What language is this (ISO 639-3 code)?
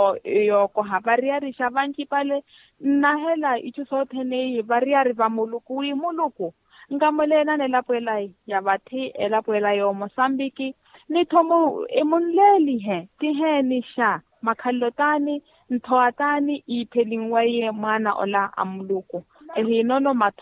vmw